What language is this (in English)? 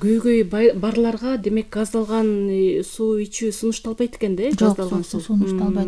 Kyrgyz